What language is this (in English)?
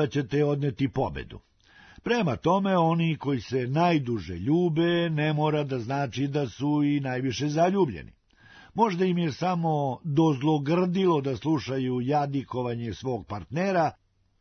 Serbian